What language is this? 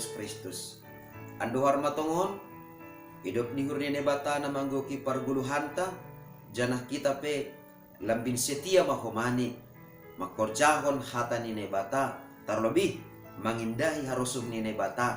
Batak Simalungun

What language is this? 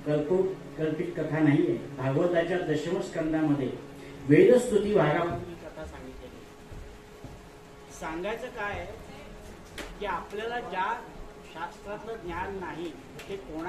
Marathi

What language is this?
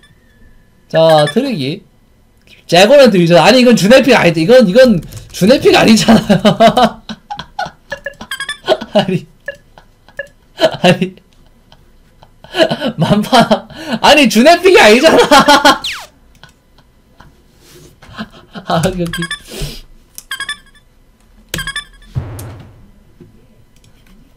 Korean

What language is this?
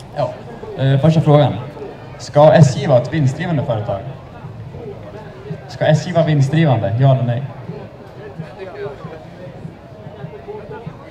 Swedish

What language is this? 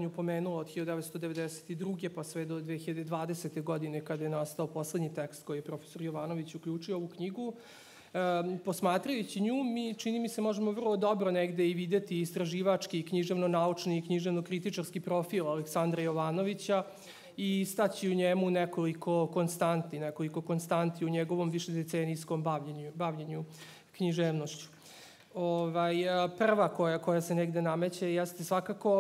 Serbian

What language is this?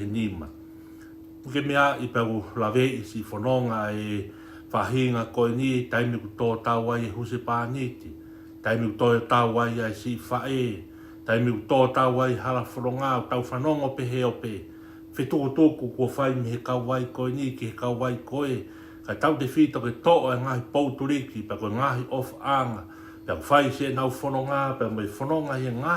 Tongan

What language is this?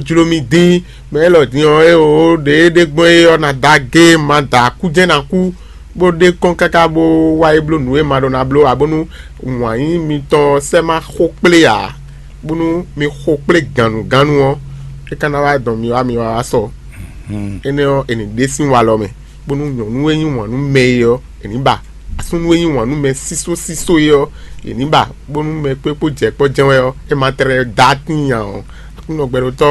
Fon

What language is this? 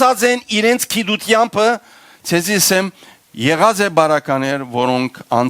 Western Armenian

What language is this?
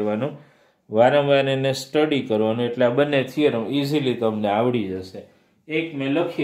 Gujarati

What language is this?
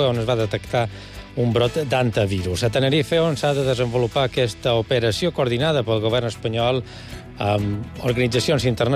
Catalan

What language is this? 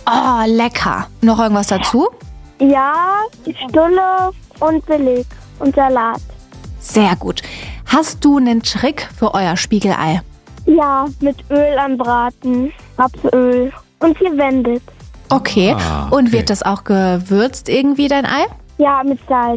German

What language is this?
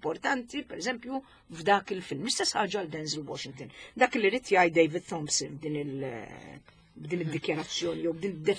Maltese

